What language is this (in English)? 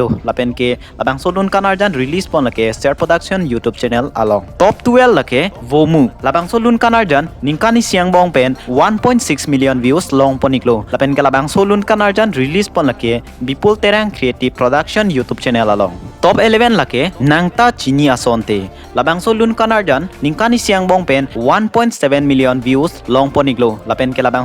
Karbi